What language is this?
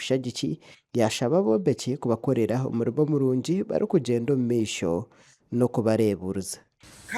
Nyankole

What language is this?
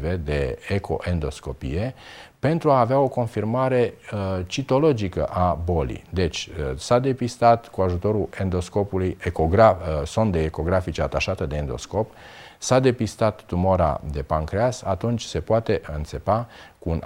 Romanian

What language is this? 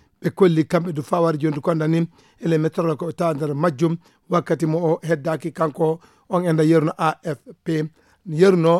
Fula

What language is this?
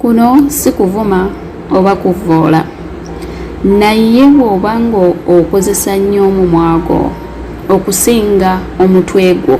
Ganda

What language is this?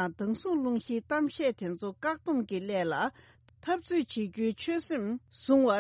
Tibetan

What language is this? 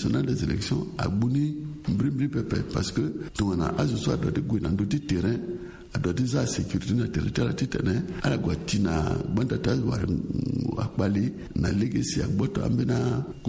Sango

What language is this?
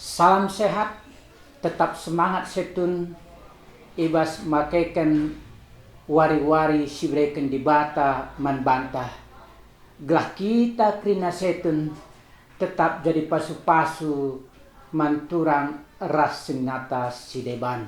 Batak Karo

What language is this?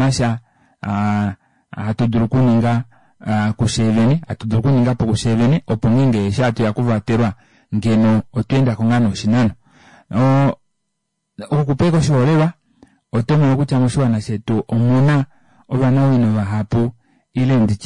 Kuanyama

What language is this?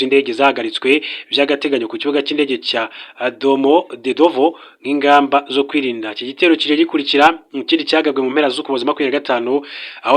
Kinyarwanda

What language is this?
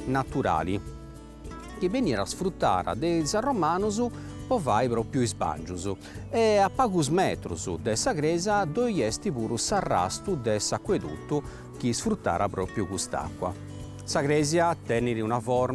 Sardinian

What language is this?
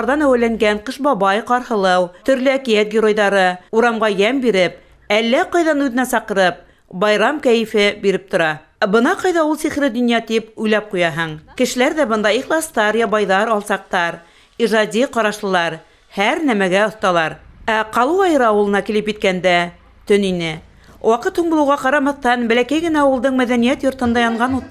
Bashkir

